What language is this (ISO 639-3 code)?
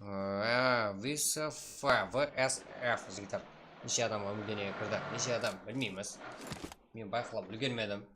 kaa